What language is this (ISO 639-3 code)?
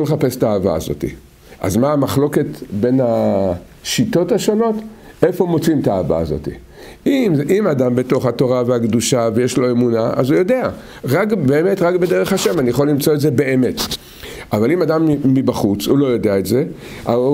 heb